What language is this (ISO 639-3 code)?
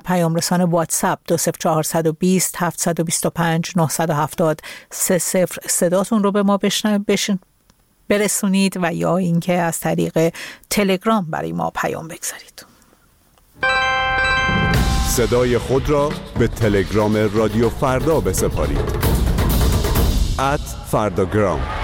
fas